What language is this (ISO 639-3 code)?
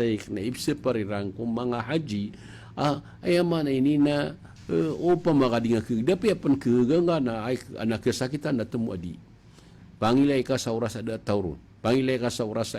mrw